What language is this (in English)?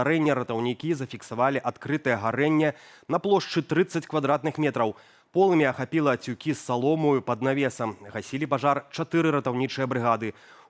Belarusian